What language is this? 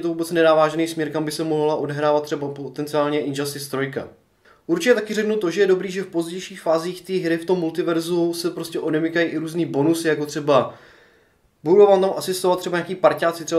Czech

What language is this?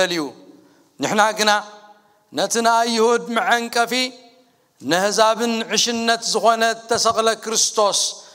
Tigrinya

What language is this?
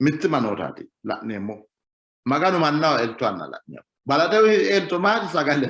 Sidamo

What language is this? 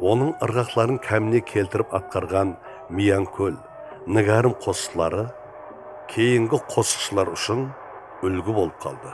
Kara-Kalpak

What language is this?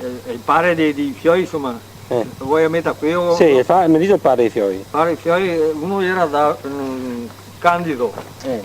Venetian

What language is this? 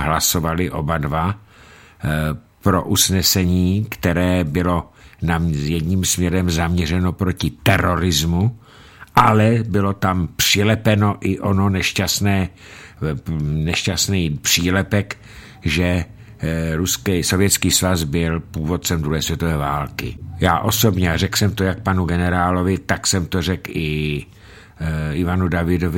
Czech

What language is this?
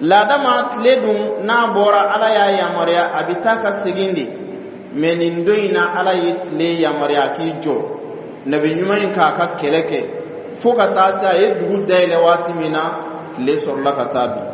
Dyula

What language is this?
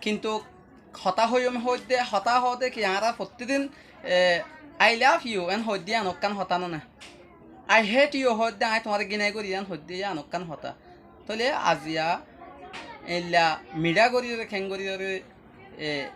Rohingya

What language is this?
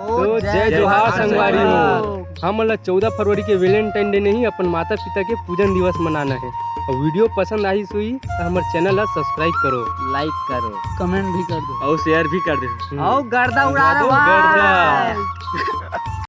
Chhattisgarhi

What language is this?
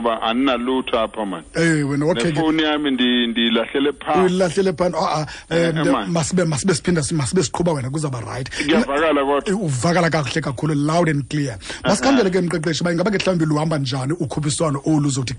Xhosa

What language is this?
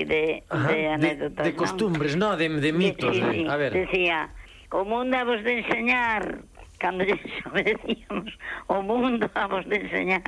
Galician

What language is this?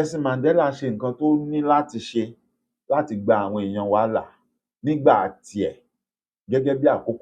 Yoruba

